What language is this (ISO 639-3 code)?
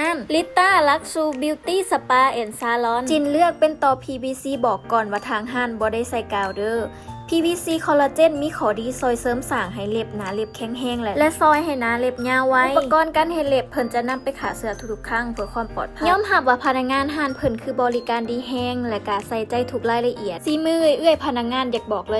lao